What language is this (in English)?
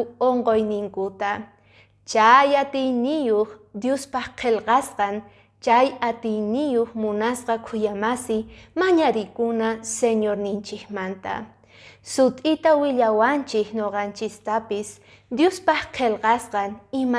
Quechua